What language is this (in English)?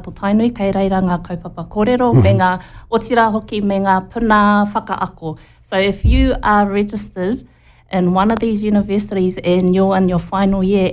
Māori